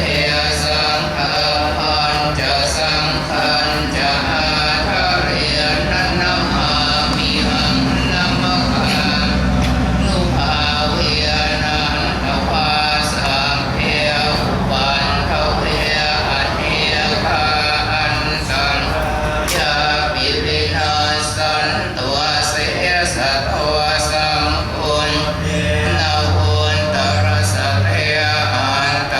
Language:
Pali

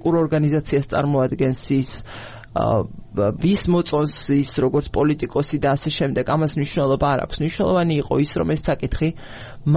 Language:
Georgian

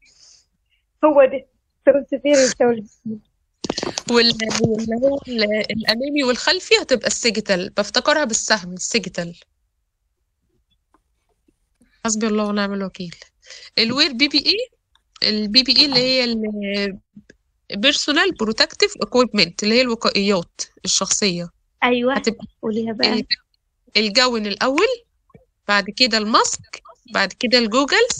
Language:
Egyptian Arabic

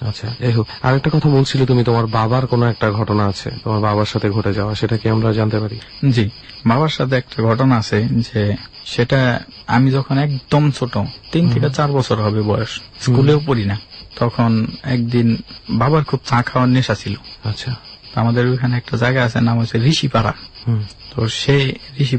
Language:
Bangla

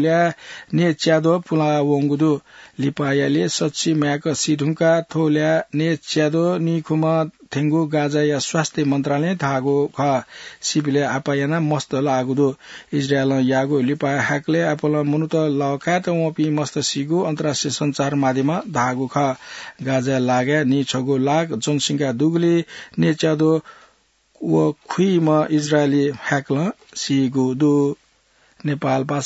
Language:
Newari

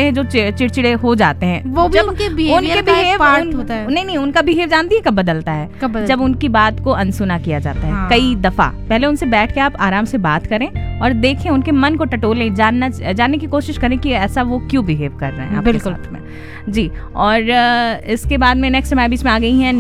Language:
Hindi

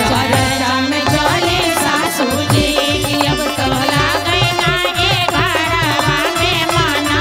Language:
Bhojpuri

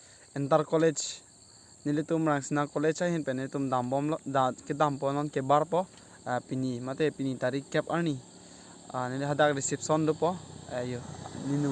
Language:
Karbi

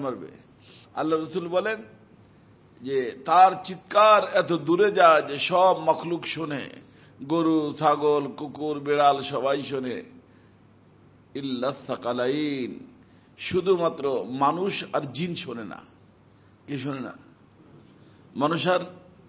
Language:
Bangla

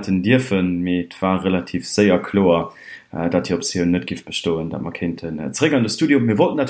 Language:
Luxembourgish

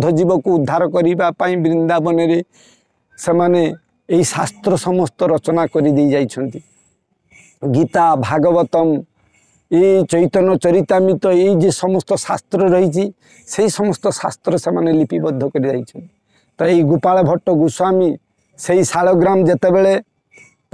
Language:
Odia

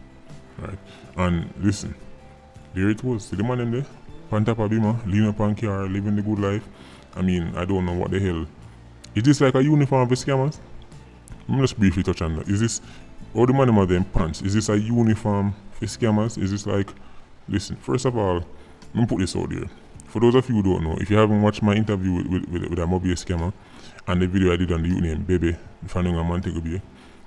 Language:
Jamaican Creole English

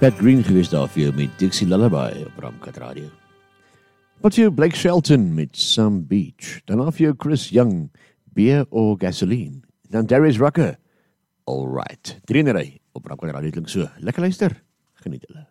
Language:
Afrikaans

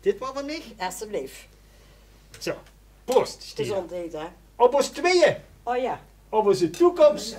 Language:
Limburgish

